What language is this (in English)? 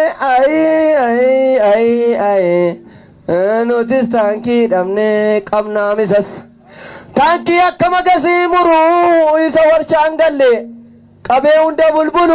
Oromo